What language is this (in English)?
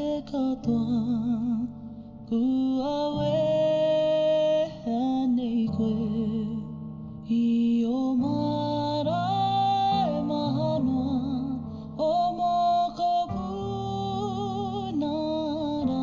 Māori